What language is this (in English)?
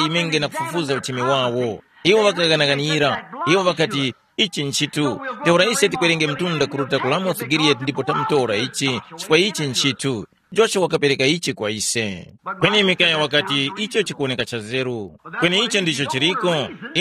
Tumbuka